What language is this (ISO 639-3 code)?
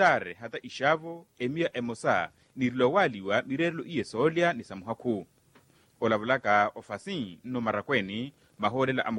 vmw